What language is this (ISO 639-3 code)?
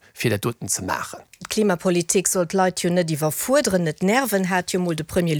ltz